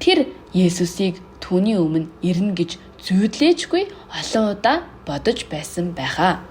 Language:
Mongolian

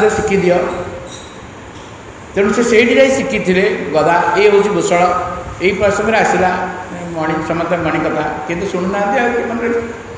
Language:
Odia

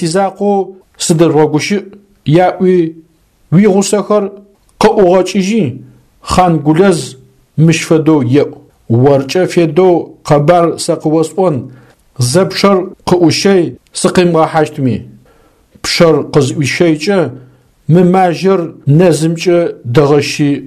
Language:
Adyghe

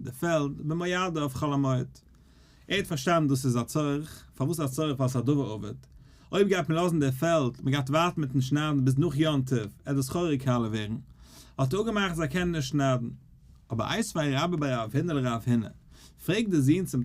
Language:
Yiddish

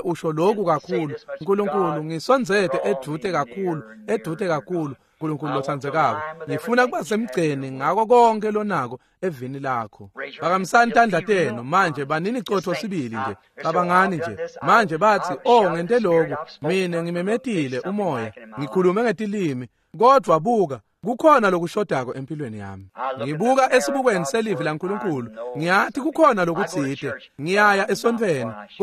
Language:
Swati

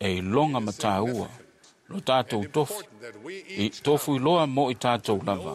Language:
Samoan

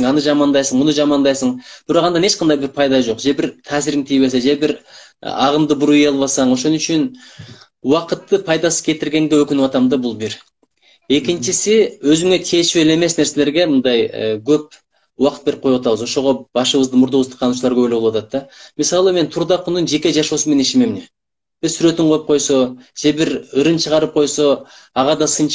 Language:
Kyrgyz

